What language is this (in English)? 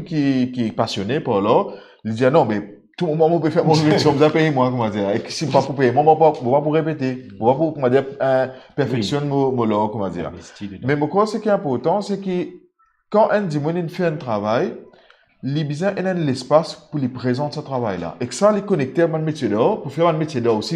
Morisyen